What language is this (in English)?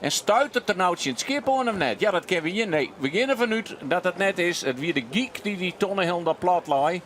Western Frisian